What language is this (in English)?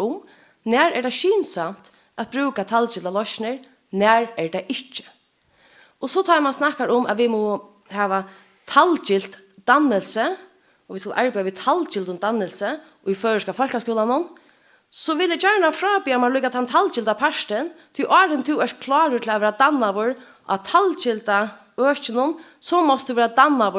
Faroese